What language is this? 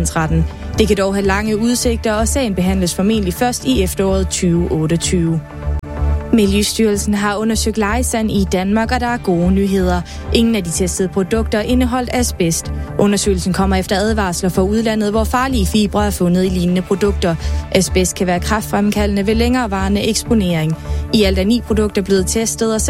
Danish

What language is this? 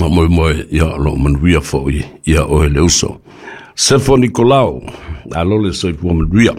Samoan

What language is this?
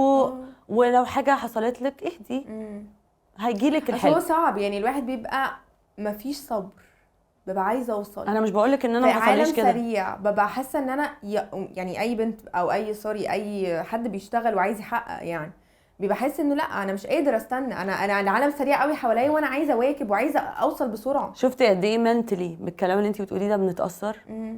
Egyptian Arabic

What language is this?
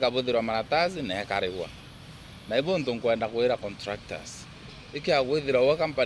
Meru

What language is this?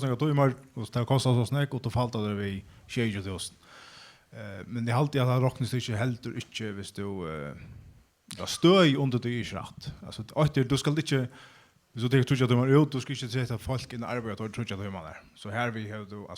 Faroese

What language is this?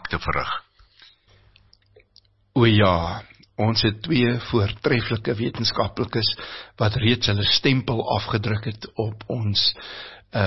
Afrikaans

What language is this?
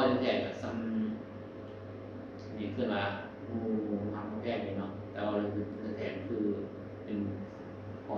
Northeastern Thai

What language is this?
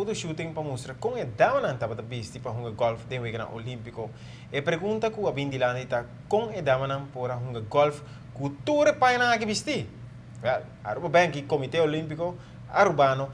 Papiamento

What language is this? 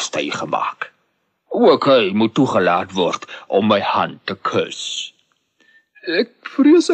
Afrikaans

